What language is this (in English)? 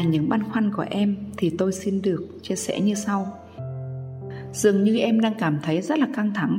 Vietnamese